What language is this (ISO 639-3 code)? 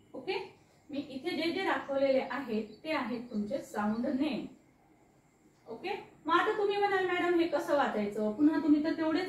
mar